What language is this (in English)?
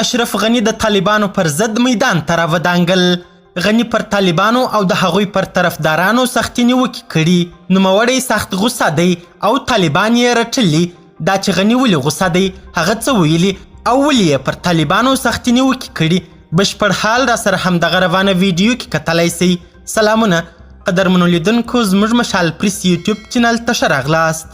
Pashto